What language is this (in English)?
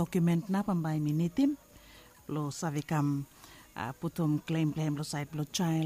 Bislama